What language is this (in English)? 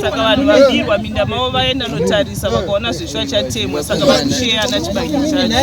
Shona